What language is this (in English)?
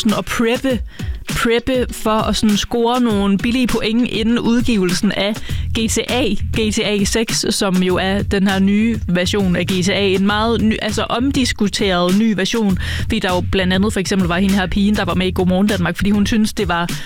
Danish